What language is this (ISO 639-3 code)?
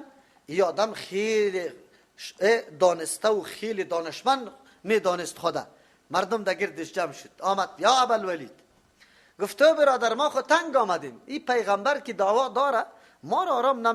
fas